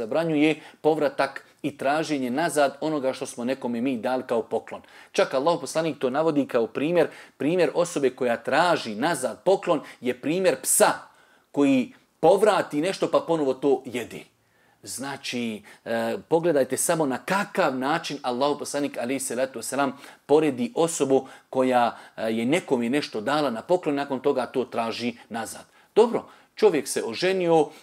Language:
Bosnian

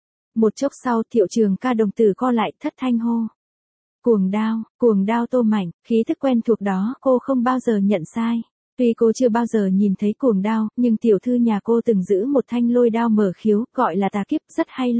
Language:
Vietnamese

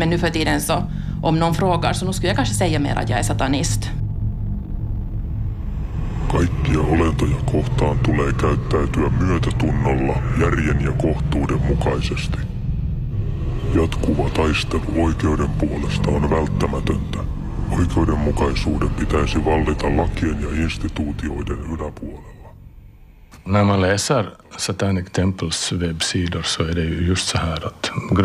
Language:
Swedish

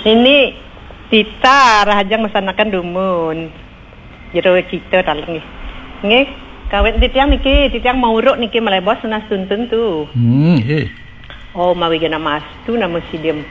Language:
Balinese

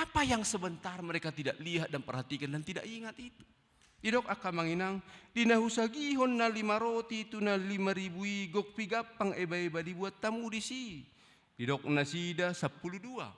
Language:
Batak Toba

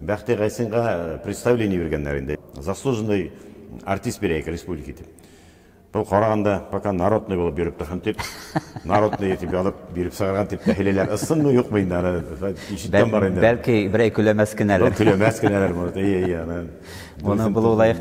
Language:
Bashkir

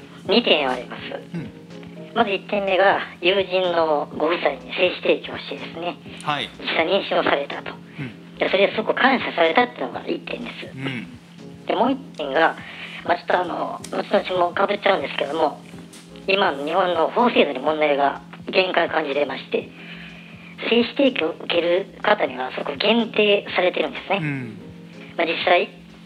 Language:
Japanese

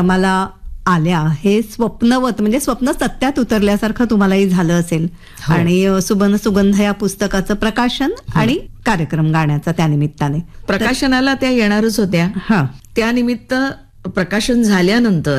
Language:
Marathi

